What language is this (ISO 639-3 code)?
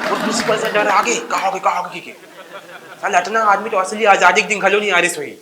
hne